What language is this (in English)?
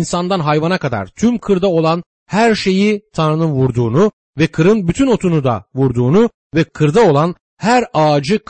Turkish